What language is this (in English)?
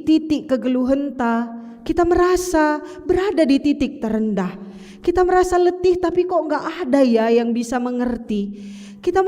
Batak Karo